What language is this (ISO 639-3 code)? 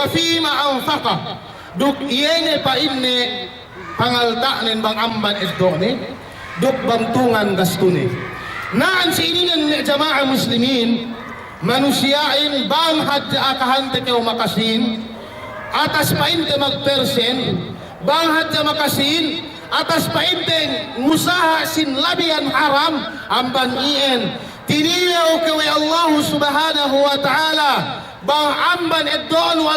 yka